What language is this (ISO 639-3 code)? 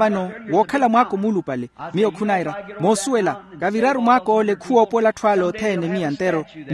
vmw